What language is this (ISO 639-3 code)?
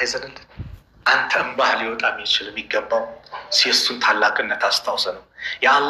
amh